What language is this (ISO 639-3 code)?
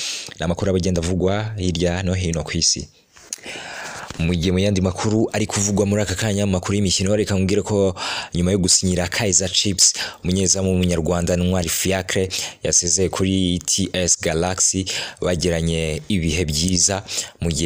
kin